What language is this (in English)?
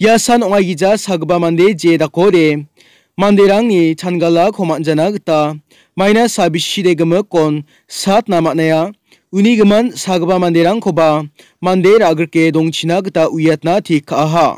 Garo